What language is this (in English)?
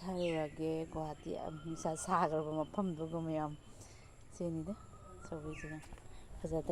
Manipuri